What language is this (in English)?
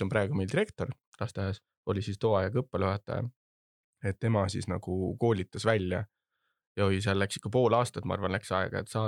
Estonian